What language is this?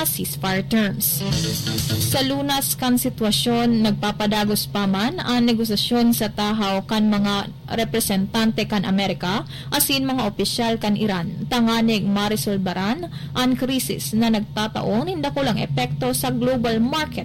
Bikol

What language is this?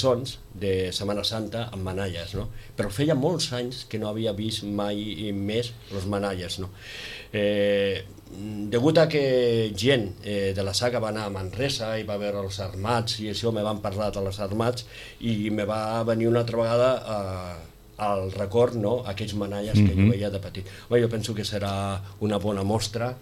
Catalan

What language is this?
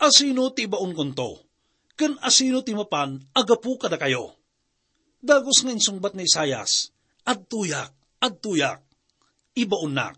Iloko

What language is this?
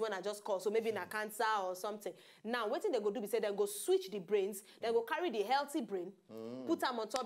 Nigerian Pidgin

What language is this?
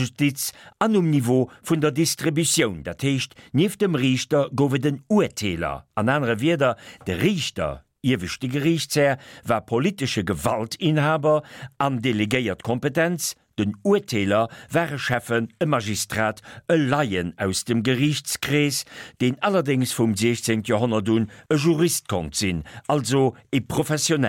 Luxembourgish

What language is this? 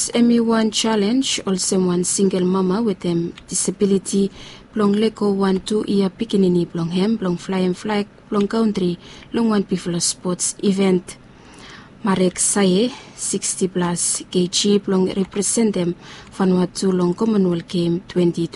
Bislama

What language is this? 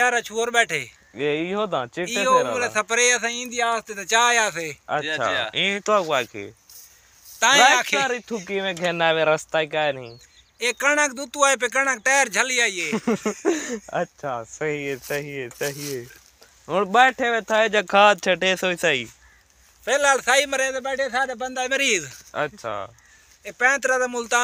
Saraiki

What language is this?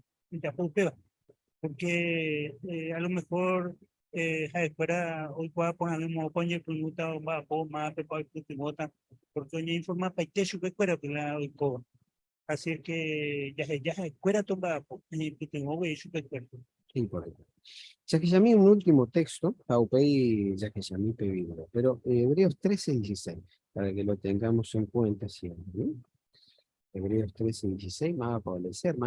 Guarani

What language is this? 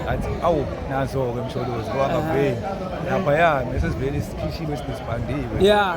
Zulu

